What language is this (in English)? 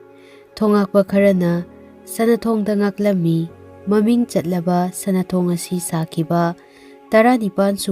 Manipuri